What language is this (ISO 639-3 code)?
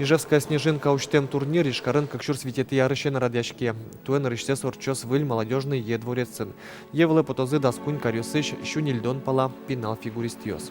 udm